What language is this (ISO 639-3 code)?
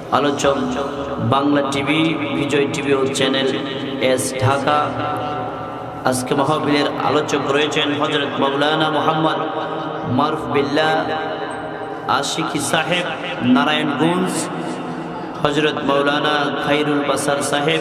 ben